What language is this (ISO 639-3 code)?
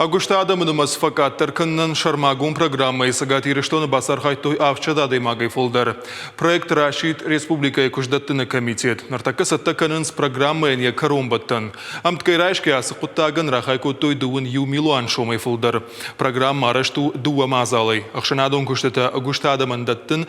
oss